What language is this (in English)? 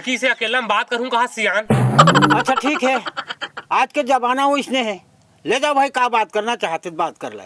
Chhattisgarhi